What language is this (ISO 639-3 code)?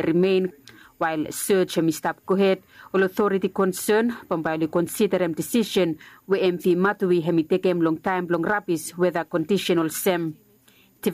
bis